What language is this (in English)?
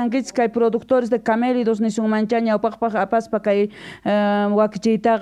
Quechua